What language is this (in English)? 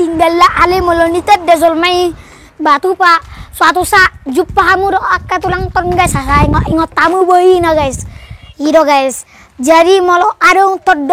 Batak Toba